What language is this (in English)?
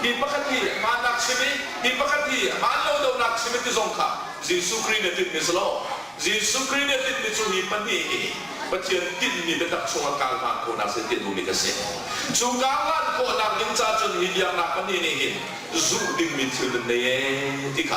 Hakha Chin